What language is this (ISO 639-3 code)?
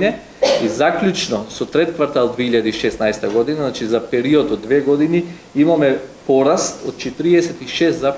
mkd